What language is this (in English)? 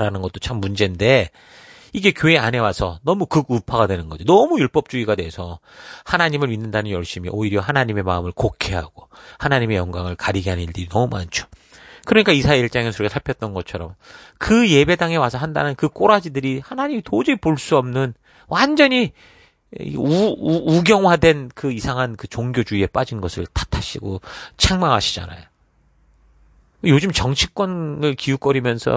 Korean